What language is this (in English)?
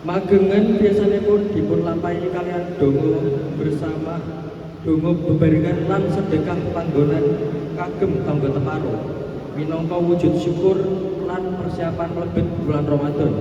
Javanese